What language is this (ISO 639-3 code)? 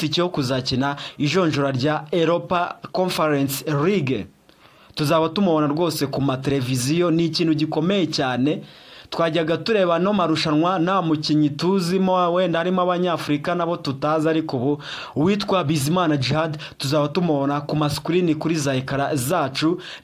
kin